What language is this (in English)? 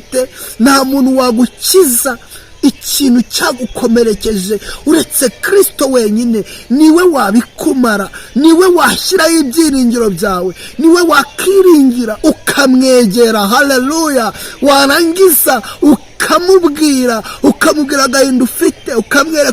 Kinyarwanda